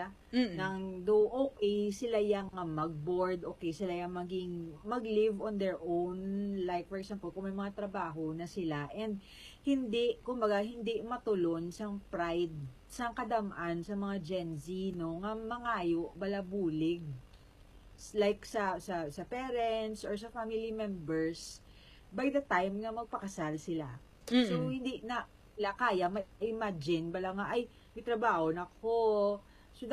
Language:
Hiligaynon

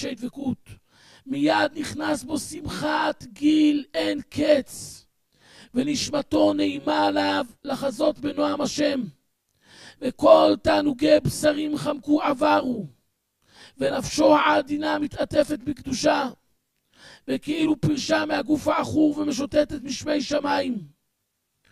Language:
Hebrew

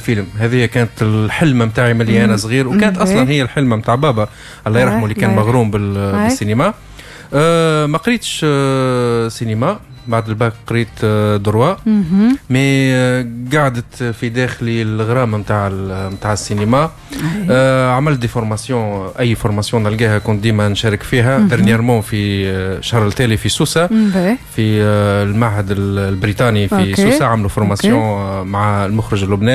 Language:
Tunisian Arabic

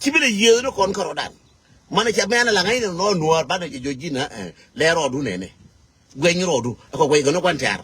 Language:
Nuer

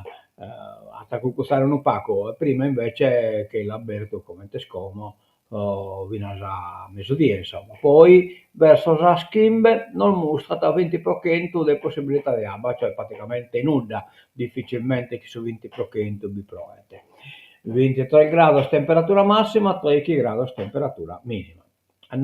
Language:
Sardinian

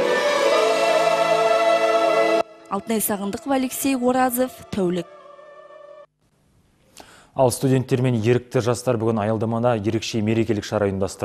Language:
Kazakh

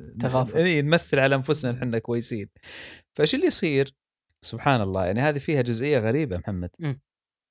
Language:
Gulf Arabic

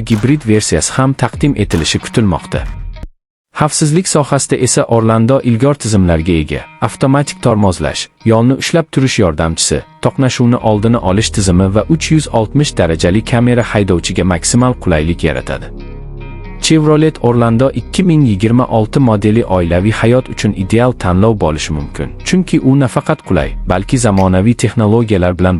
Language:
Uzbek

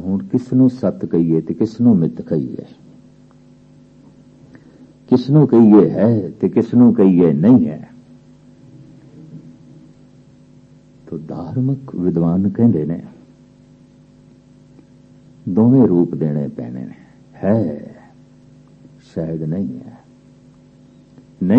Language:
Punjabi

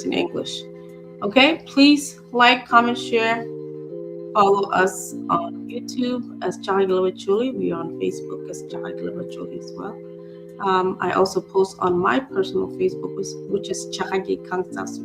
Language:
Acoli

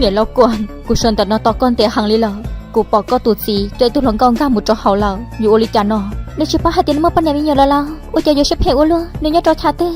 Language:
Hmong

